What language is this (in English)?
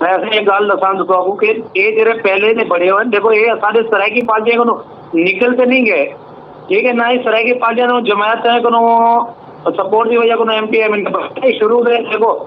Saraiki